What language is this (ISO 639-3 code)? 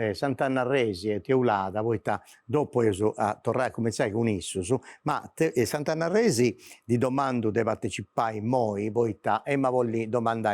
srd